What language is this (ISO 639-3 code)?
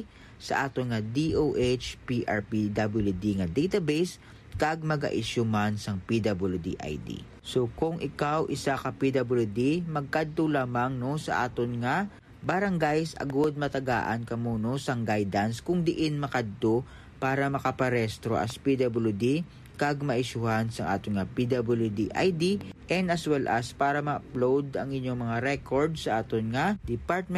hil